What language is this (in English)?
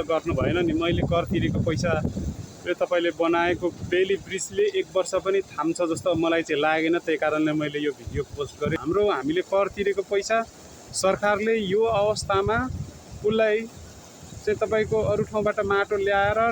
Nepali